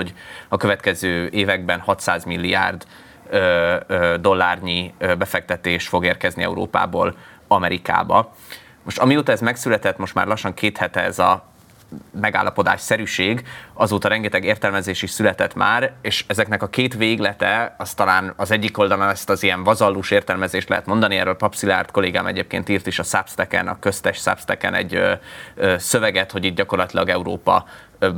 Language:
Hungarian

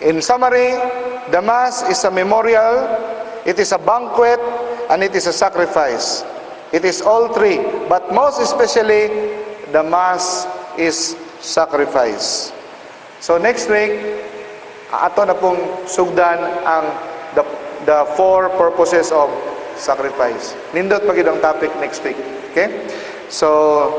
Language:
Cebuano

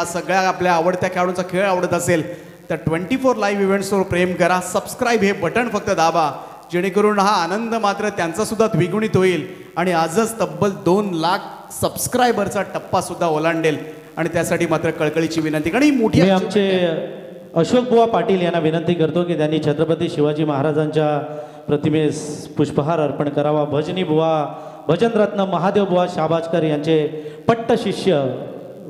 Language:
Marathi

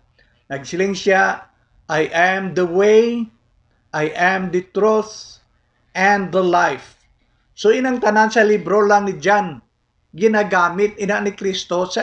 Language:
Hiligaynon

